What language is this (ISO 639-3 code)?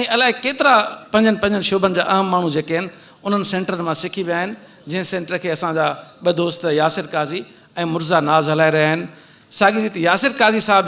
snd